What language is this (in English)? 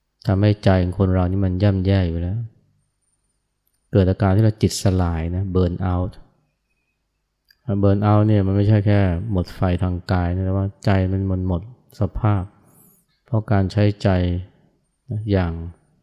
Thai